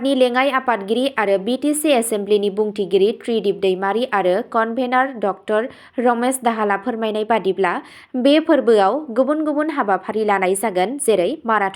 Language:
Bodo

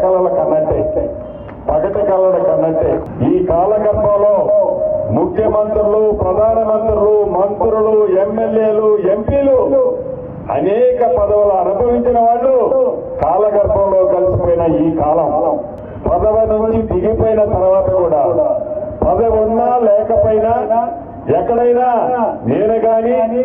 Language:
Telugu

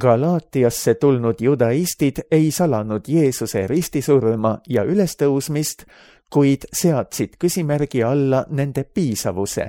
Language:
Estonian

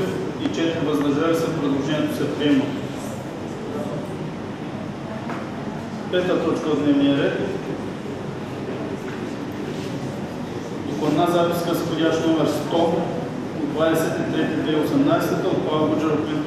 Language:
Bulgarian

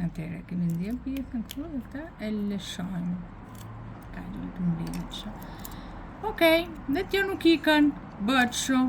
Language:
Albanian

